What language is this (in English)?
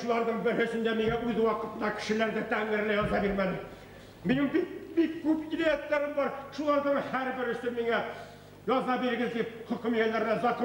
Bashkir